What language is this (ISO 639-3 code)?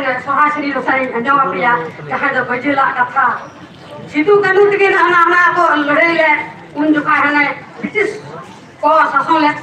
sat